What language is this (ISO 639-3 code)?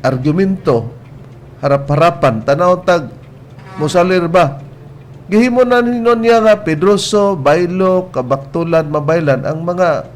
ceb